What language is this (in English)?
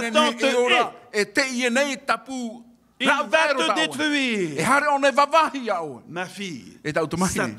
Tahitian